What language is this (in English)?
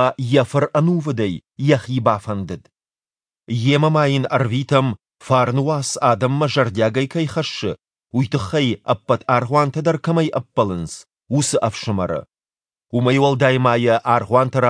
Ossetic